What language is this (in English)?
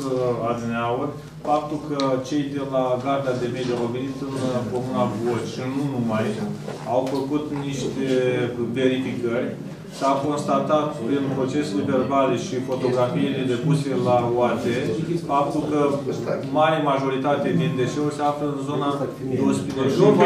Romanian